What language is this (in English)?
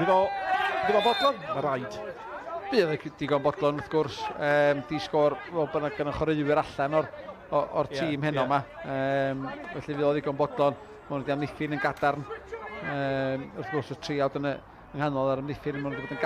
Welsh